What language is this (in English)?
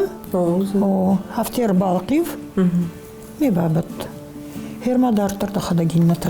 Ossetic